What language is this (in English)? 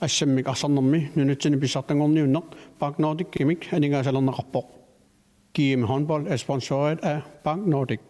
Kalaallisut